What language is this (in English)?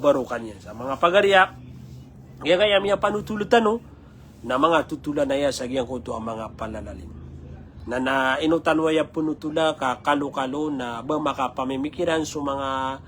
Maranao